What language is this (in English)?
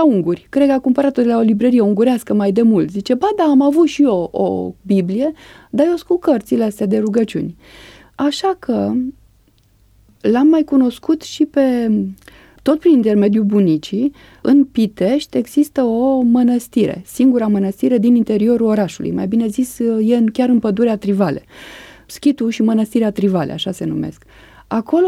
Romanian